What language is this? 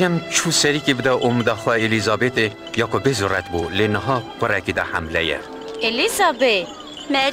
Kurdish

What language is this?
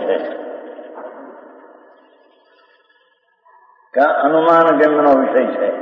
Gujarati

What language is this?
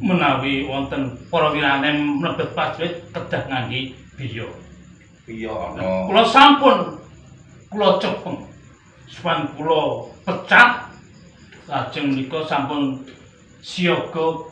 Javanese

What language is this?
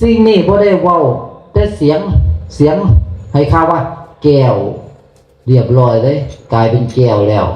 Northeastern Thai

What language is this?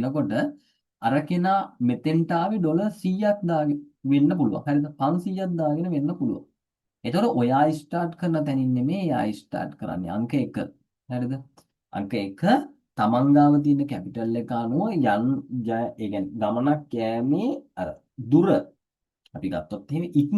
Sinhala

